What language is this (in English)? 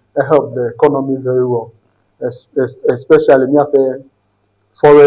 Ewe